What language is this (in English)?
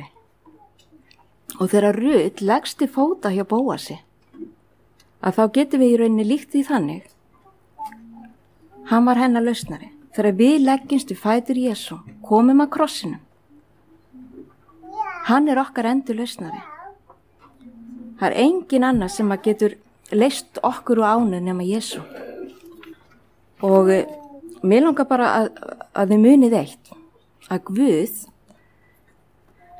Icelandic